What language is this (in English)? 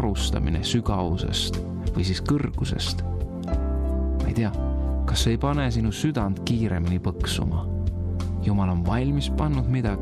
Estonian